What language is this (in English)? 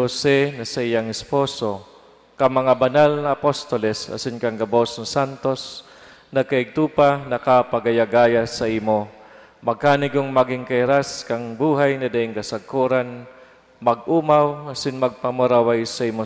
Bikol